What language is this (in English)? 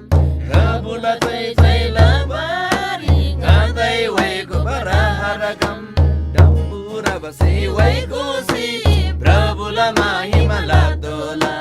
Eastern Tamang